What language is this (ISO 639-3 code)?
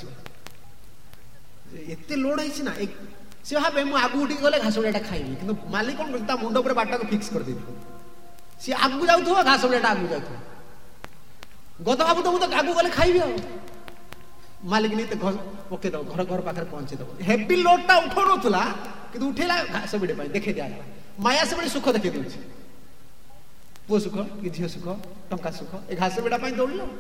ori